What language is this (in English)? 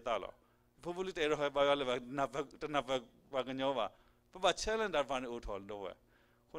S'gaw Karen